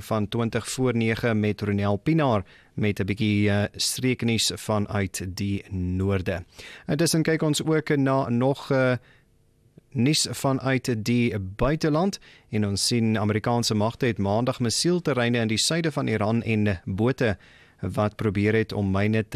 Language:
Afrikaans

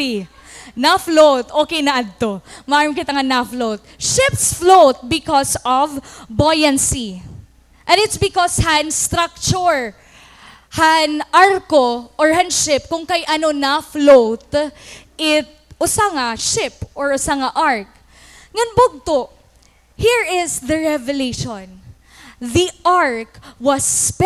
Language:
Waray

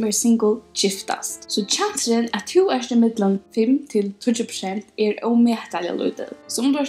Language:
Faroese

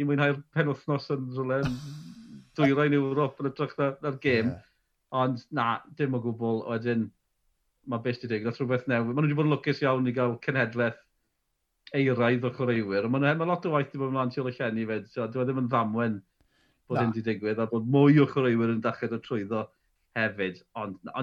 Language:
Welsh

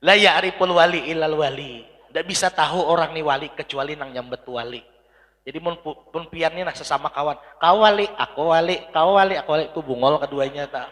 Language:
Banjar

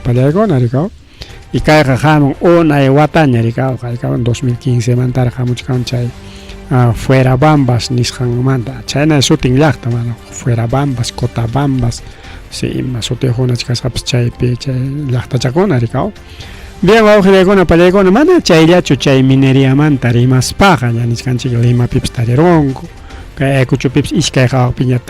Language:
Ayacucho Quechua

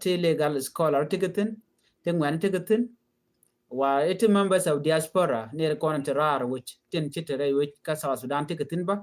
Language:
Nuer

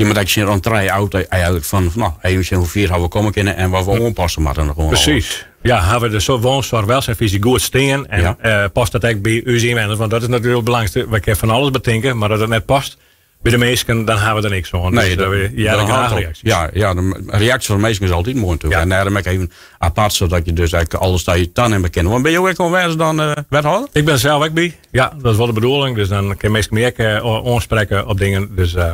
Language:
Western Frisian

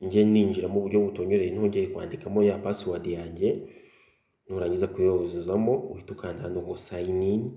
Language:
Kinyarwanda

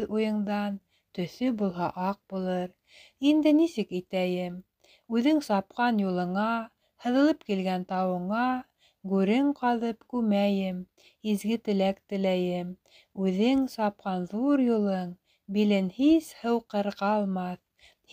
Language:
Bashkir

